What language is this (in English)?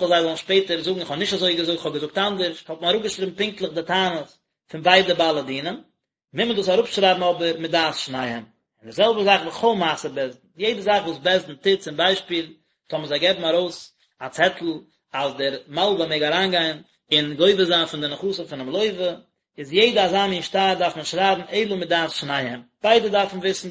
Yiddish